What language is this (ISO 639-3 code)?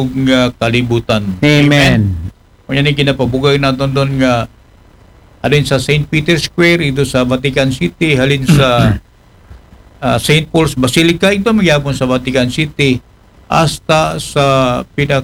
akl